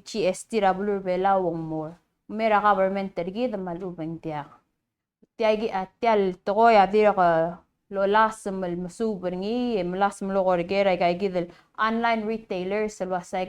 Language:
Palauan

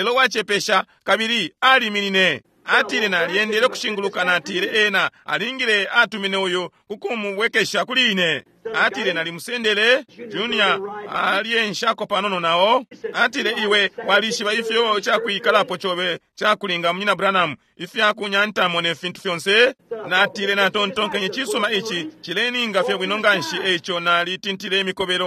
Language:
Bemba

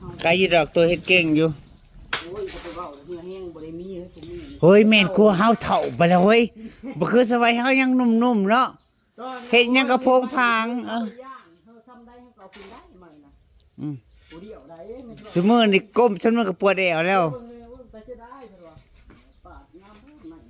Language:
Northeastern Thai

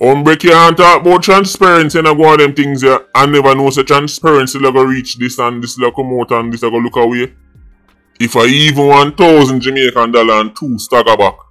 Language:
Jamaican Creole English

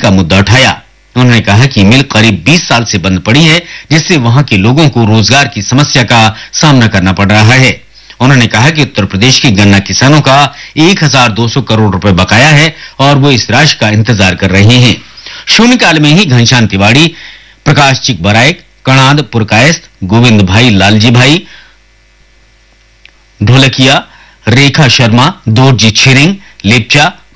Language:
Hindi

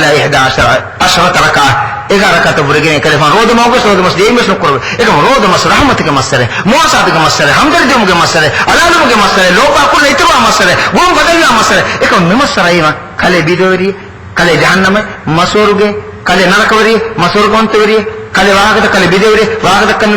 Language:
Divehi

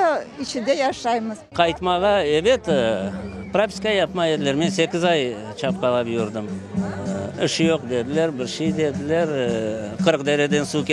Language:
Crimean Tatar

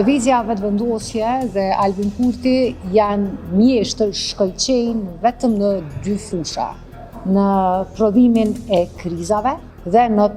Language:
Albanian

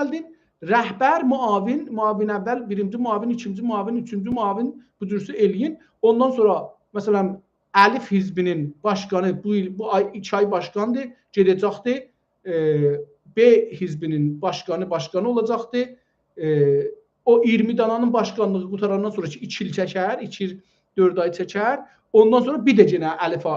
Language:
South Azerbaijani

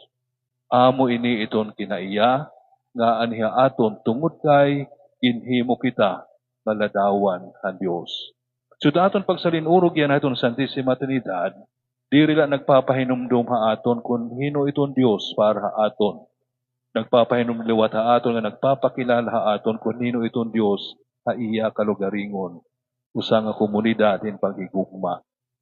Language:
Waray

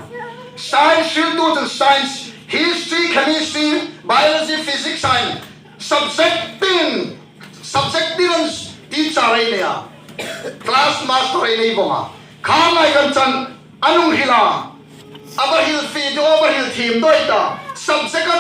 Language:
Hmar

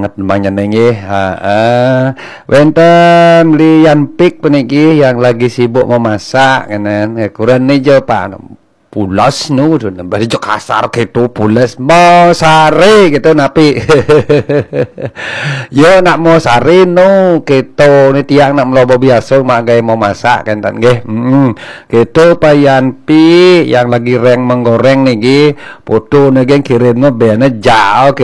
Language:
Balinese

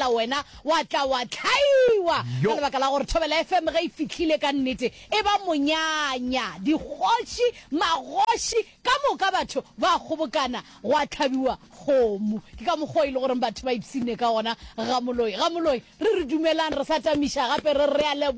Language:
Northern Sotho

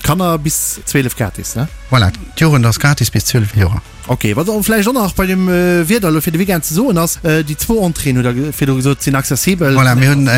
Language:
Luxembourgish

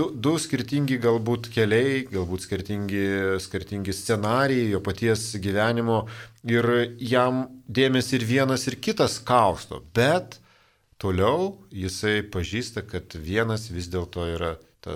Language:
Lithuanian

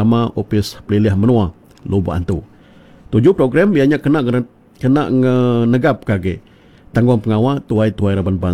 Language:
Iban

